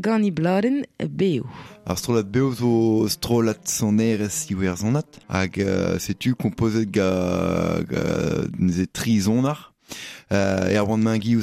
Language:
Breton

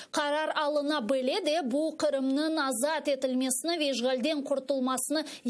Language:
Crimean Tatar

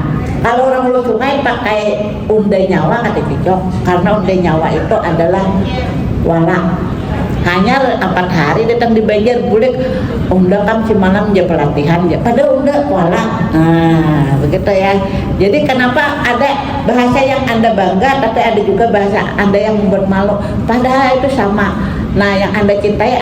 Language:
Banjar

